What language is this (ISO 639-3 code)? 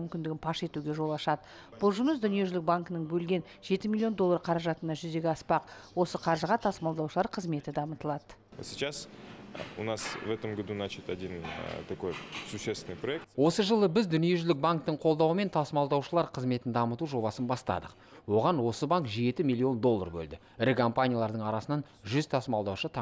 kaz